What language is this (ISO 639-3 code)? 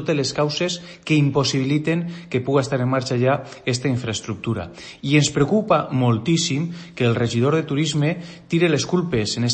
cat